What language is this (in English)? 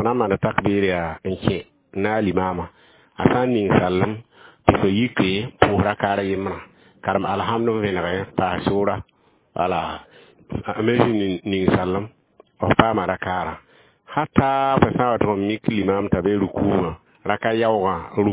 Mossi